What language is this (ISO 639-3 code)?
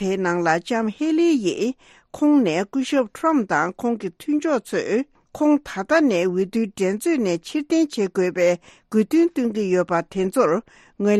bod